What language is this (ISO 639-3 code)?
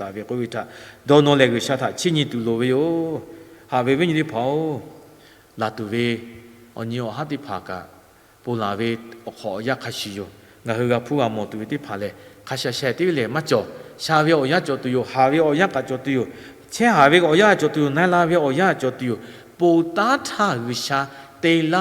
lhu